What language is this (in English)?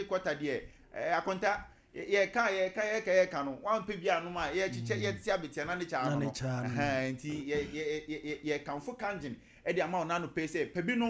Akan